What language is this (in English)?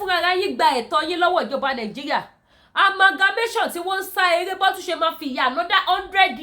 Yoruba